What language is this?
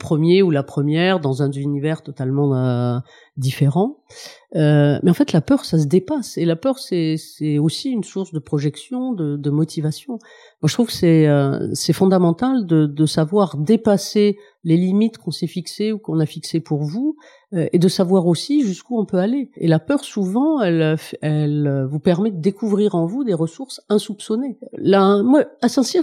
French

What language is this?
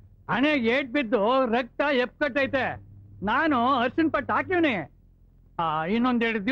Kannada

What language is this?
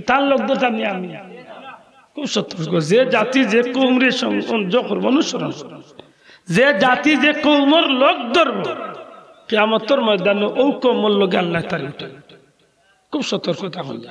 Sylheti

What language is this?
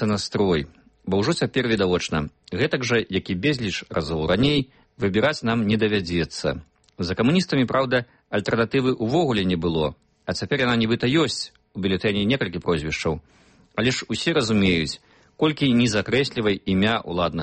Belarusian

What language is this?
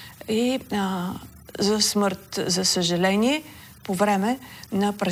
Bulgarian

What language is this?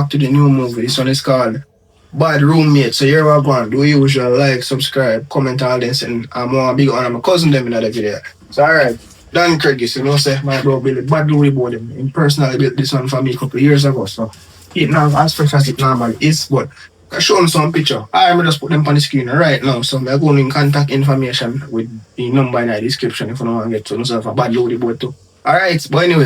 Jamaican Creole English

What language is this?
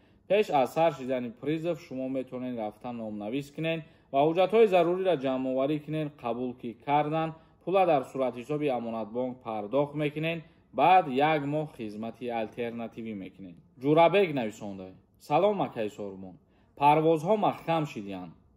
Tajik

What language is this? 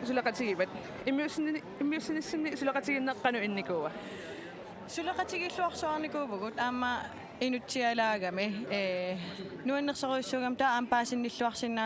Kalaallisut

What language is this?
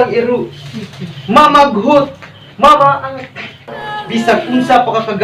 Cebuano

